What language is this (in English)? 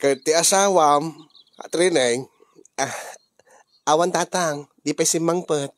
Iloko